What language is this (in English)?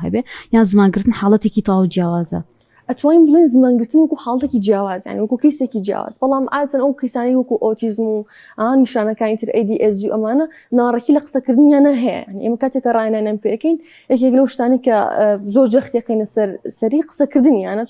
Central Kurdish